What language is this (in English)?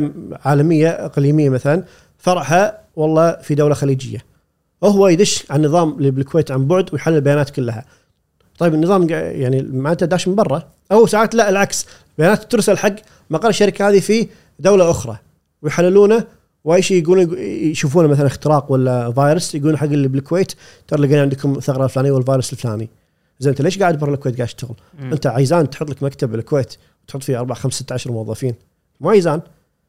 Gulf Arabic